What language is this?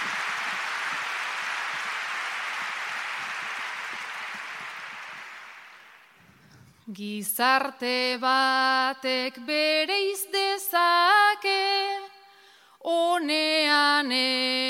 Basque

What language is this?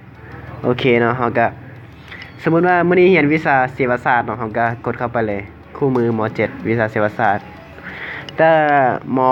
Lao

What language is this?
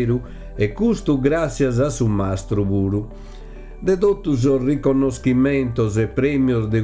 Sardinian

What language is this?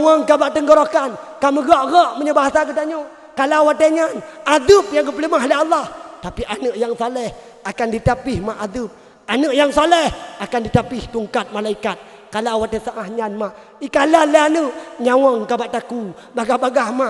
Achinese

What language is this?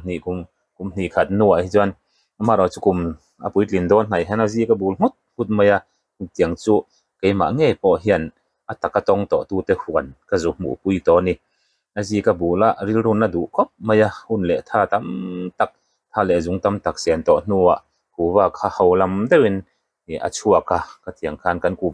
Mizo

